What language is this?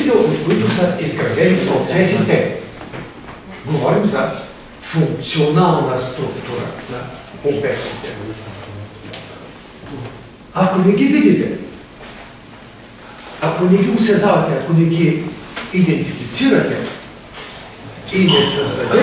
Bulgarian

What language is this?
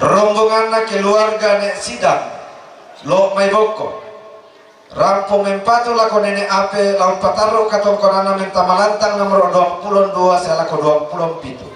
Toraja-Sa'dan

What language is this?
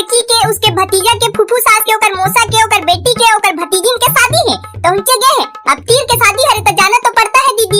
Chhattisgarhi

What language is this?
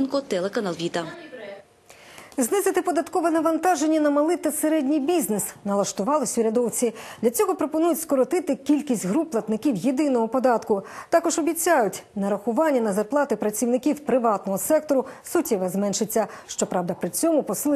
Ukrainian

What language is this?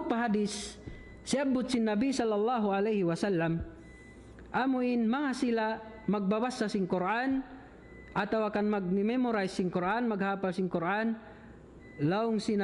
Tausug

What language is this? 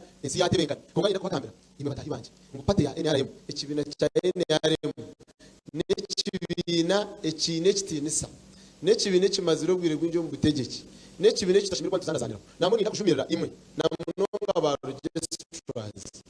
Nyankole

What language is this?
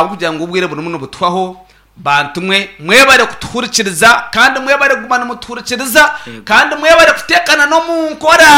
Nyankole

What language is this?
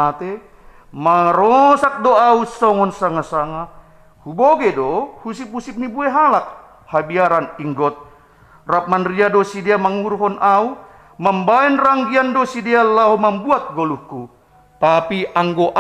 Batak Simalungun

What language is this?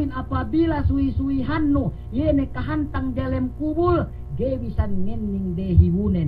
Yakan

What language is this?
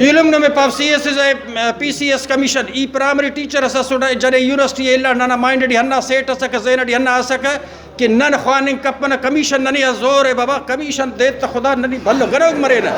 Brahui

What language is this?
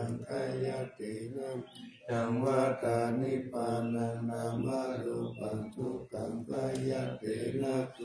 Pali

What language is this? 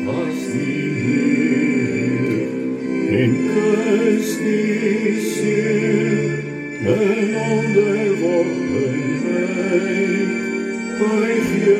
Afrikaans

